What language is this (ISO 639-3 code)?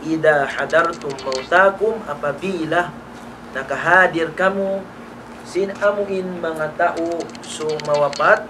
tsg